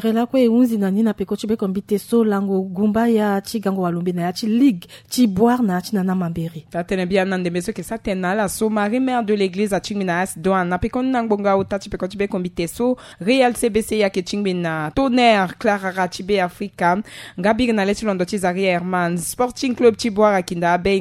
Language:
Sango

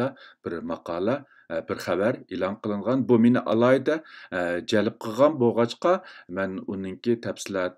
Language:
Uyghur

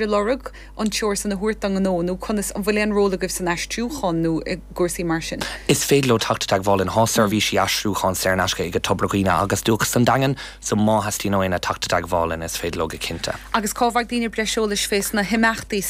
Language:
Irish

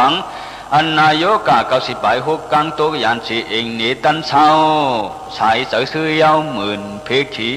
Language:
Shan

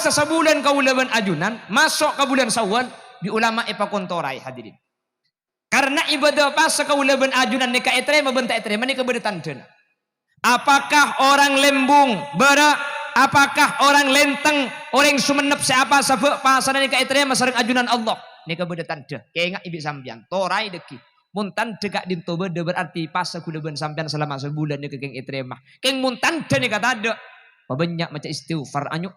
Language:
Madurese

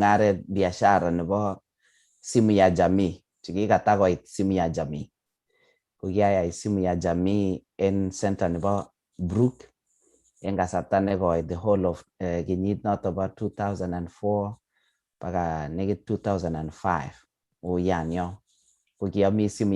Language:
Kalenjin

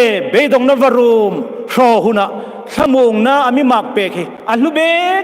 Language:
Hmar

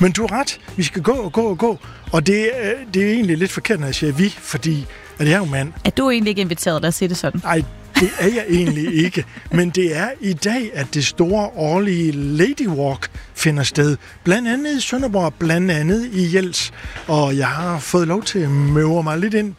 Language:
Danish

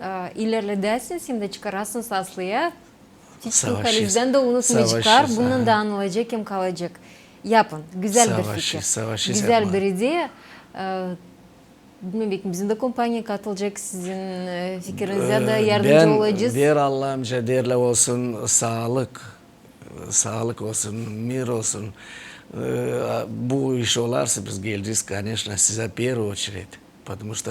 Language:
Gagauz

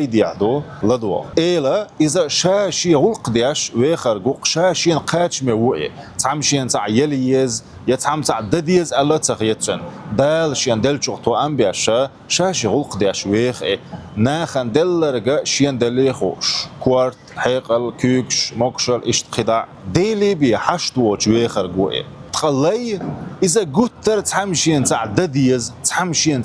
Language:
Chechen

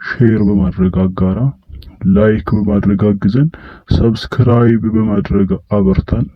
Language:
Amharic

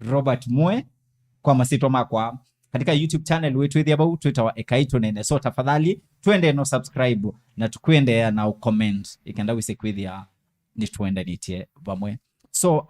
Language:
Kamba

